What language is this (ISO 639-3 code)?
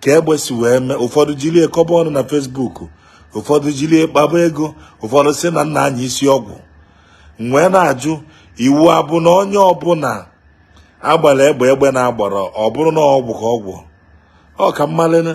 ibo